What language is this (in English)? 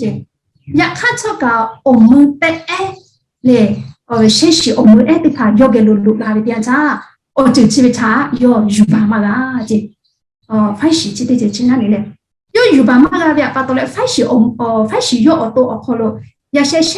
Lahu